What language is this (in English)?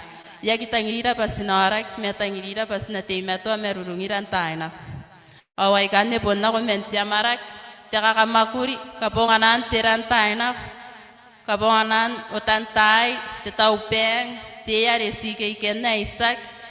Gilbertese